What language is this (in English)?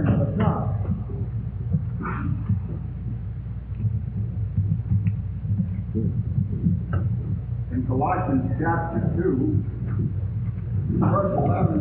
English